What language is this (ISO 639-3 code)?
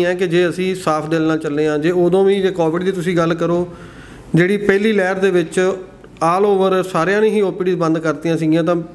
pan